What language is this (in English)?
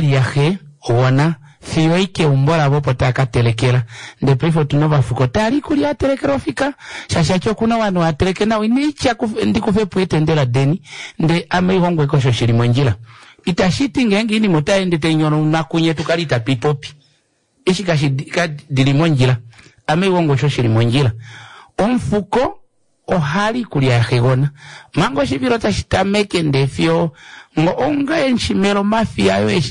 Kuanyama